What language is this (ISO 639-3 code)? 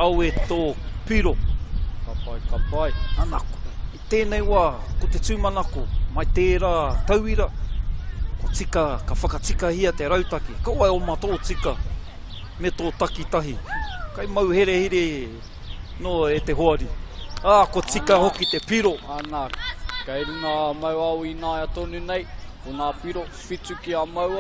mri